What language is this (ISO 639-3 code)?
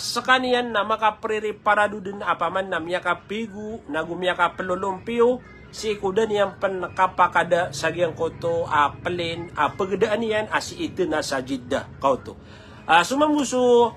mrw